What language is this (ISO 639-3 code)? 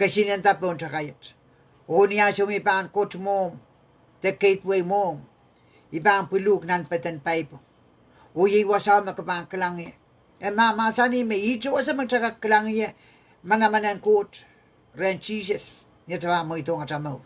pon